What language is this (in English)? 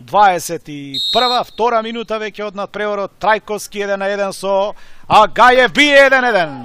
Macedonian